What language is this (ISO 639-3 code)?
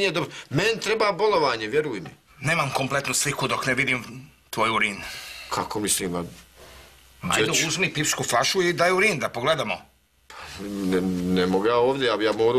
hrv